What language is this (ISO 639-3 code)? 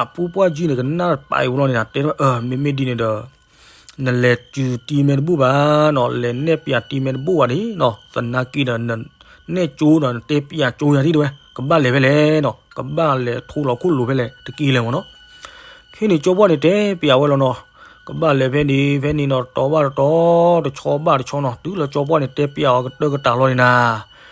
ksw